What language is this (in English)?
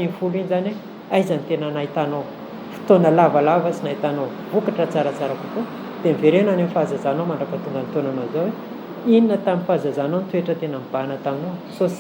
Malagasy